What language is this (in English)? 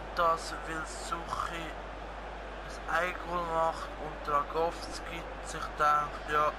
Swiss German